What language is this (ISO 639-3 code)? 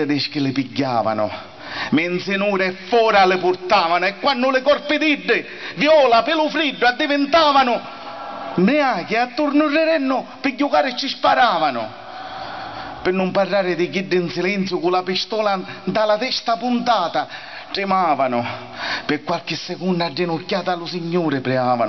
scn